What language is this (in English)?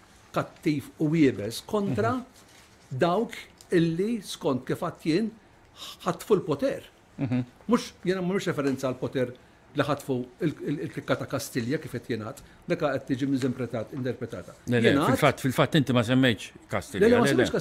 Maltese